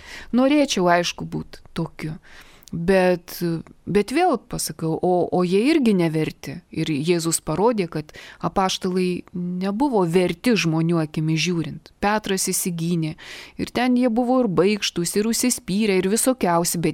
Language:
Lithuanian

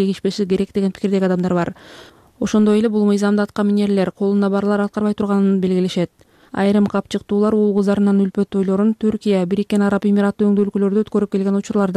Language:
Kyrgyz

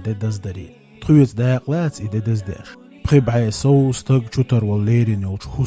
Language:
Chechen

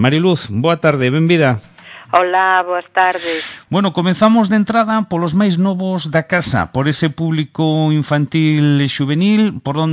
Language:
Galician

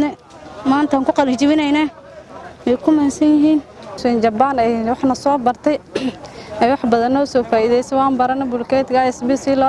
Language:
Somali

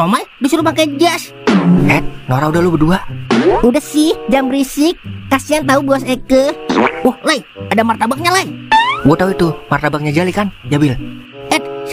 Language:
Betawi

